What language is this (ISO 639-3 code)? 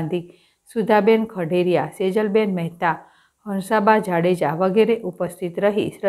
guj